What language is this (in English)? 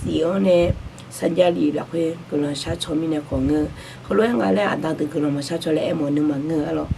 Akha